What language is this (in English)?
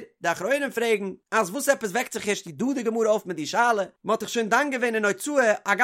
Yiddish